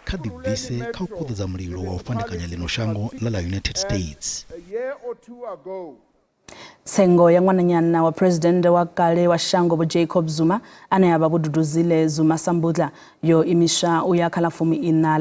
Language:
Venda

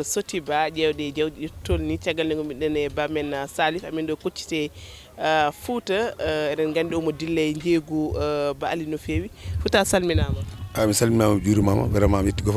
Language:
Fula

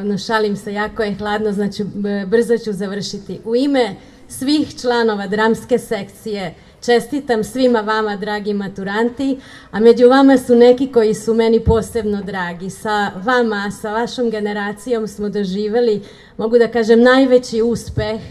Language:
Serbian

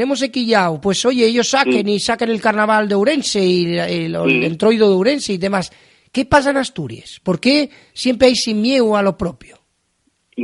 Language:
Asturian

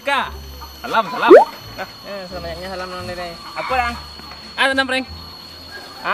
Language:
Minangkabau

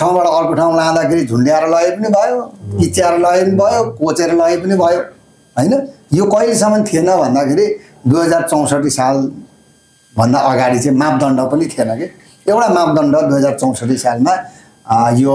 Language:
Nepali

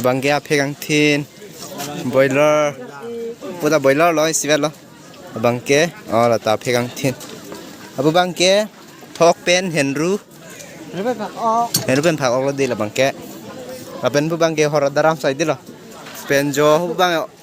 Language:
Karbi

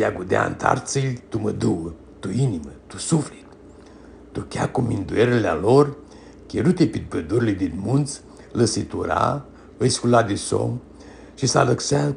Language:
Aromanian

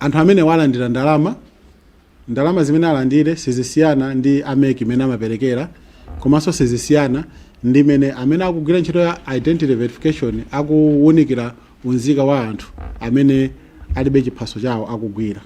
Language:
Nyanja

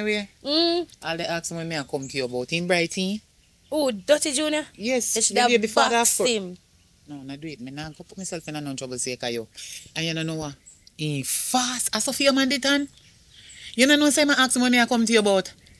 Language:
Jamaican Creole English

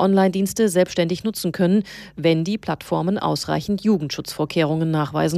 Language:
German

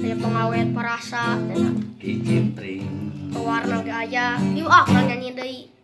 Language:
Sundanese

